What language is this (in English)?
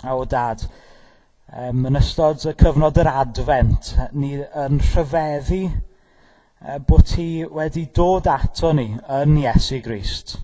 Welsh